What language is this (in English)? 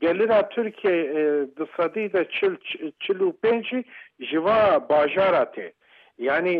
Kurdish